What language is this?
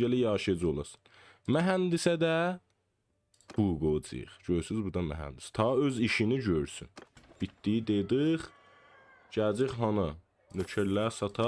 South Azerbaijani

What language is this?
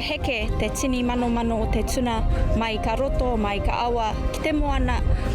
Māori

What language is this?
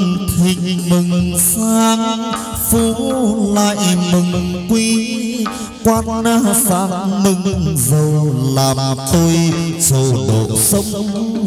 Vietnamese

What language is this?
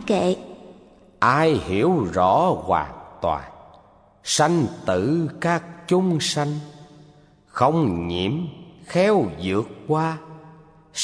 Vietnamese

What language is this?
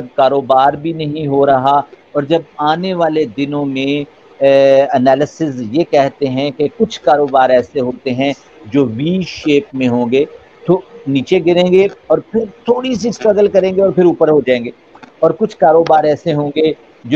Urdu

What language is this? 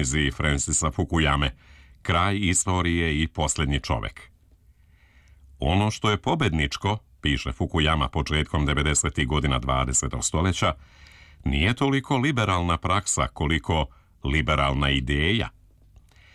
Serbian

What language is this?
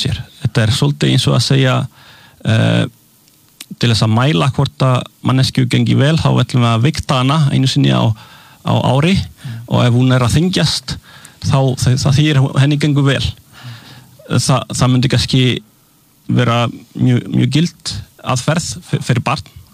Icelandic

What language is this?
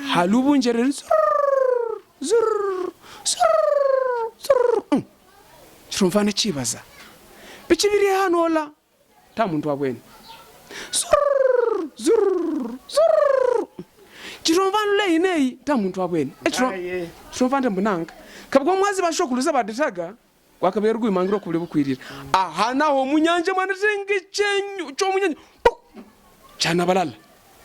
Havu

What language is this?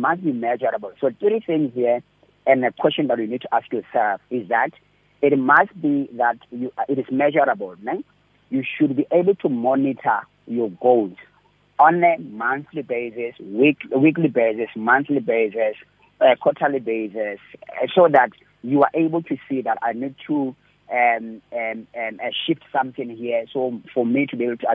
English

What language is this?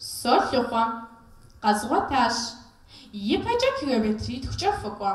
Kabardian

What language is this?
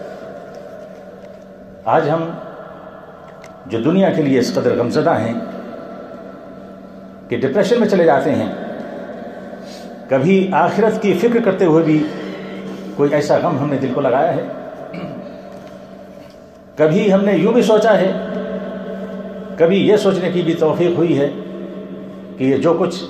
Urdu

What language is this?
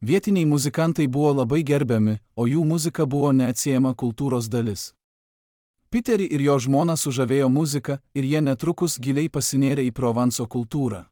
Lithuanian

